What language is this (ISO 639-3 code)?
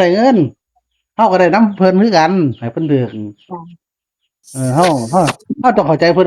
tts